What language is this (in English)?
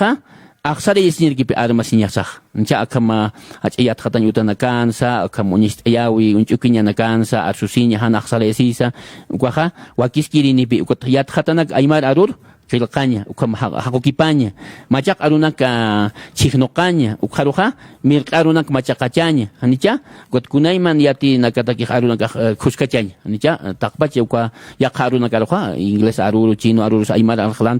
Aymara